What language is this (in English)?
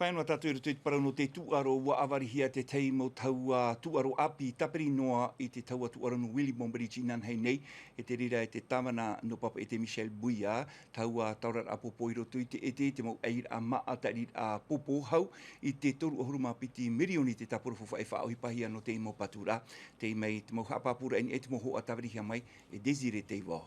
Tahitian